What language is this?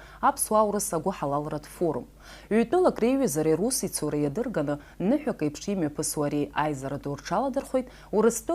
Abkhazian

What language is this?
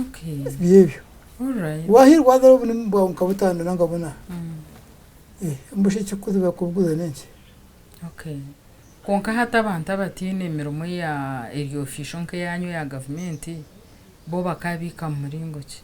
Nyankole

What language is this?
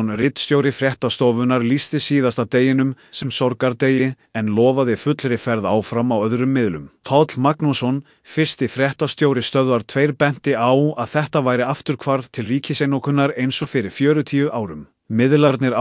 Icelandic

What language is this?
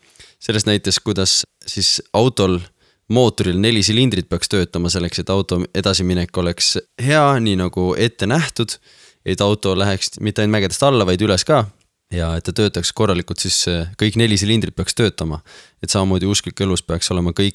Estonian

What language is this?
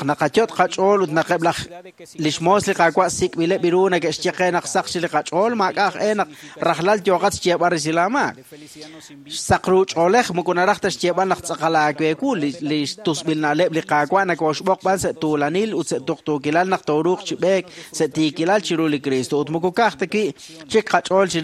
Kekchí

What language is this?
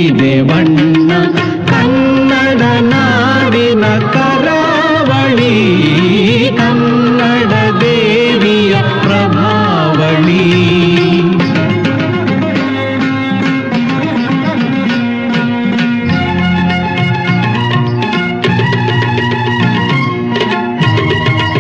Kannada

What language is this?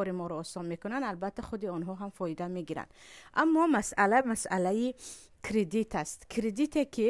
Tajik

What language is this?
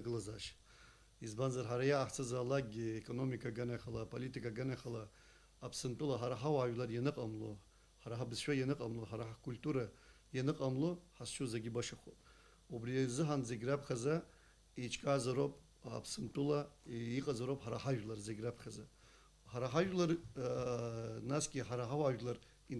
Abkhazian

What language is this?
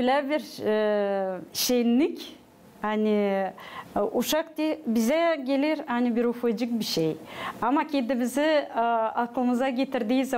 Gagauz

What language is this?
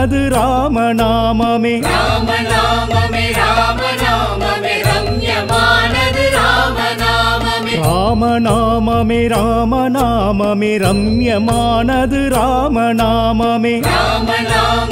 Tamil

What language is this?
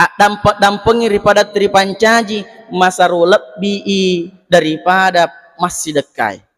Buginese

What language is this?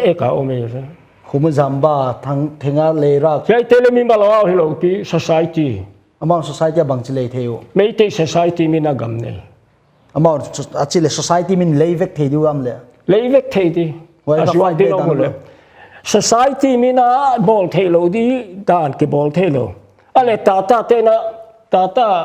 Paite Chin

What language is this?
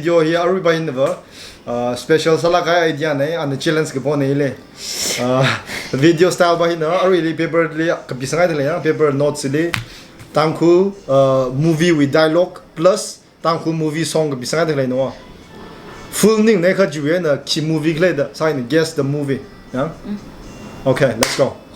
Tangkhul Naga (India)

